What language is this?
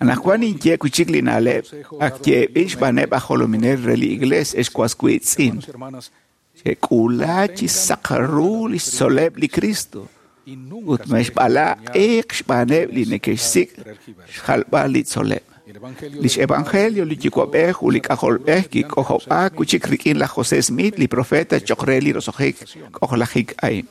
Kekchí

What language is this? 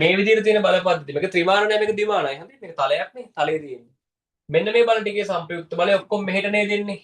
Sinhala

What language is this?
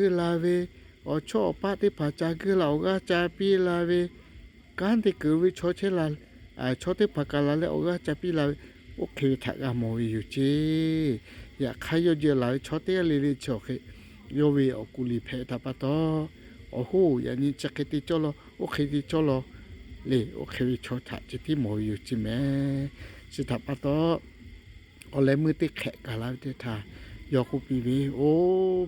Lahu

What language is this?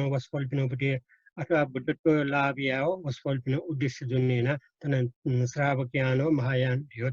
Newari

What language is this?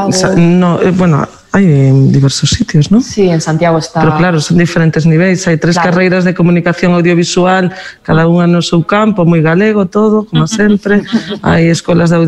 Galician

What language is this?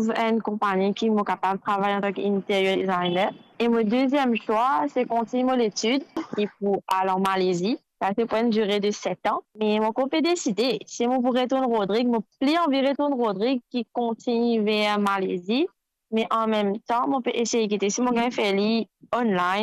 Morisyen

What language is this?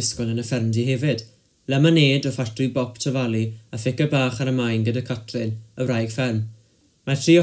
Welsh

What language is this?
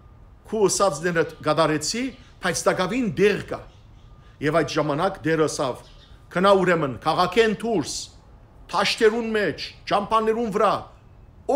Western Armenian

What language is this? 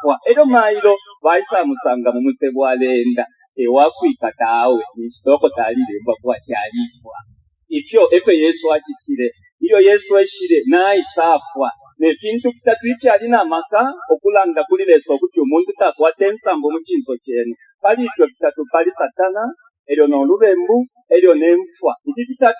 Bemba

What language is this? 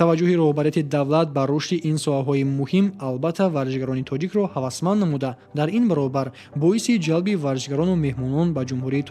Tajik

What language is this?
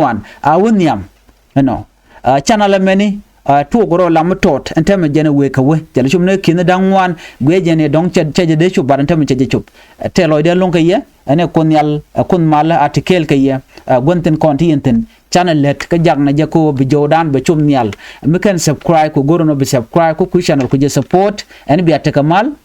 Nuer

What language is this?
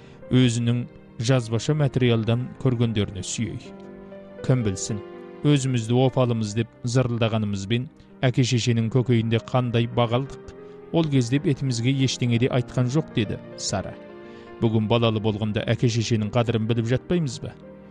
Kazakh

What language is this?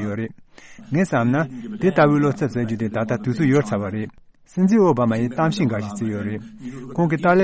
Tibetan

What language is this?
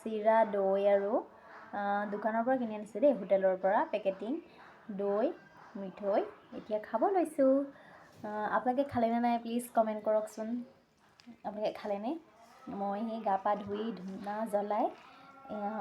Assamese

